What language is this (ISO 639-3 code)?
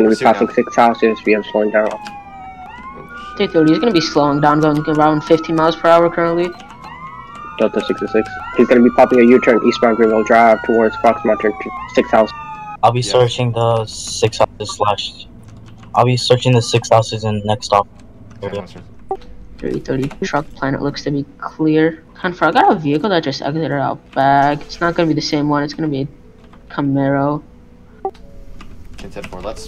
eng